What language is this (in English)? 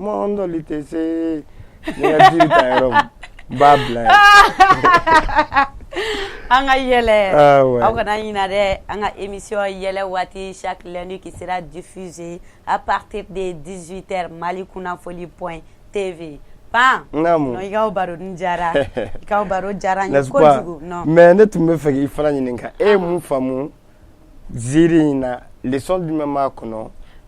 Bambara